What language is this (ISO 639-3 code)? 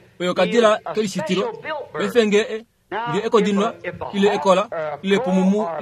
kua